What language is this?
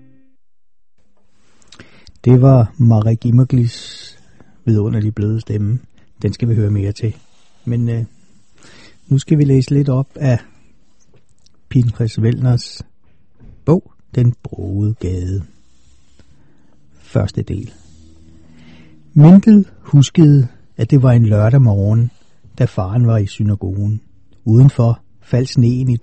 Danish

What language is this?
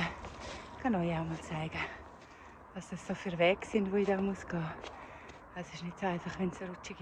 Swiss German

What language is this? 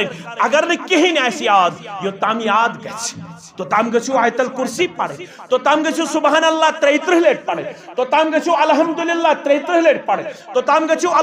Kashmiri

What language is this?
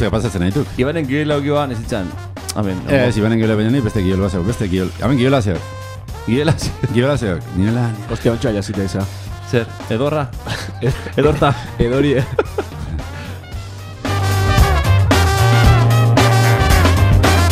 Basque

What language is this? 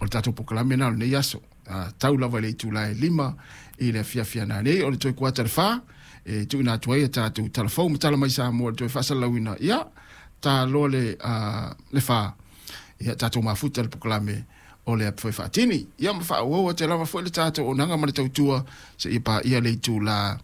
Samoan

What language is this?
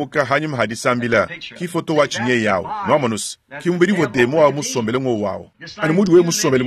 Luba-Lulua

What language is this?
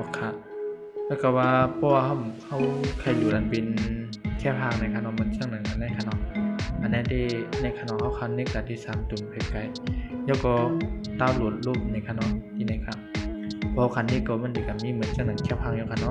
Shan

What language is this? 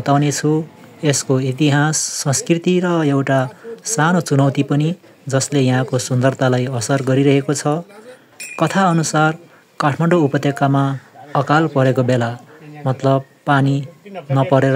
Nepali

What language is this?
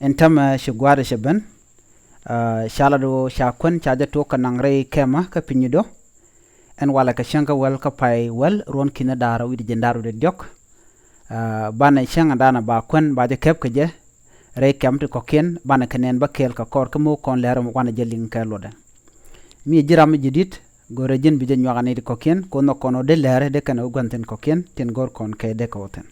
Nuer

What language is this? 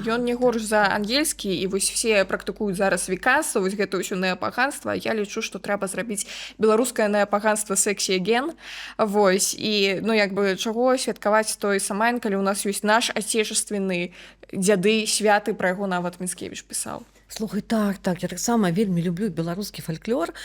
Belarusian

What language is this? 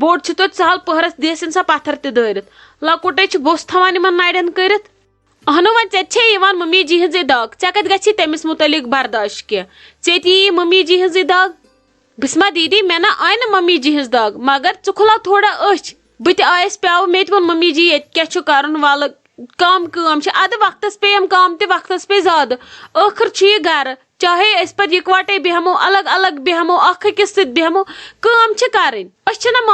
Kashmiri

